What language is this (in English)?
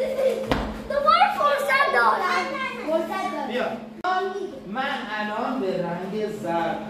Persian